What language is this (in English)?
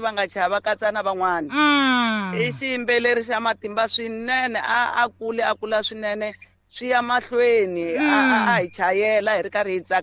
Tsonga